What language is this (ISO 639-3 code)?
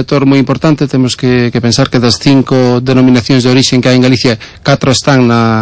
glg